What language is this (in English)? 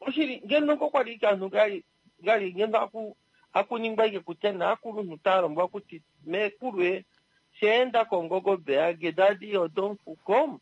Kuanyama